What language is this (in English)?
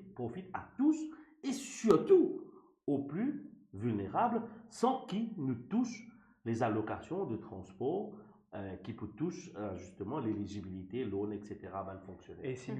Morisyen